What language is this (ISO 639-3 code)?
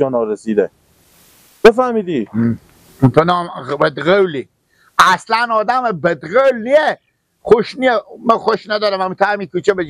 fas